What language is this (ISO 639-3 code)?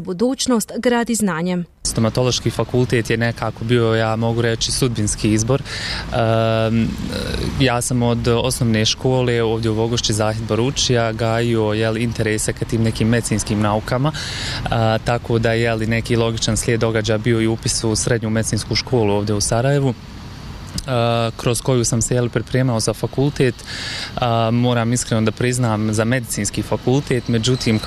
bos